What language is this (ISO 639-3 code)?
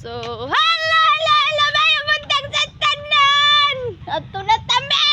ceb